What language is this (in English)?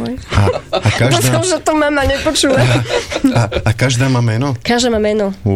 Slovak